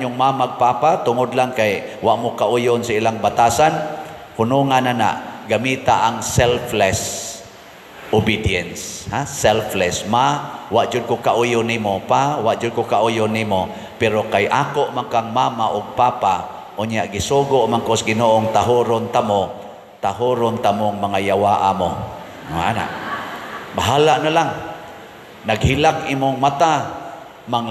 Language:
Cebuano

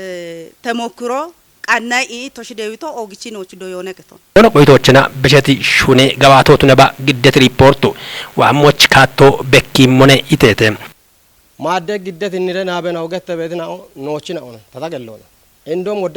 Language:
Kafa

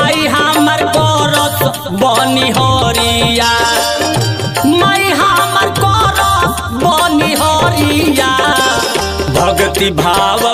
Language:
Bhojpuri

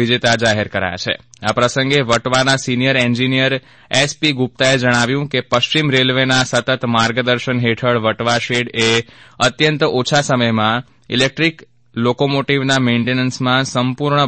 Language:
Gujarati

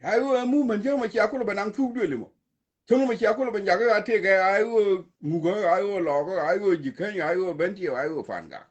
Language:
Nuer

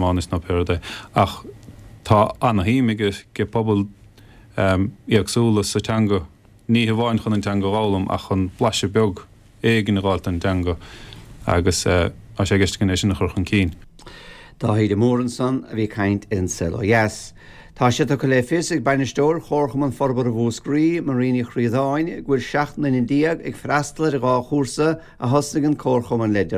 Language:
Irish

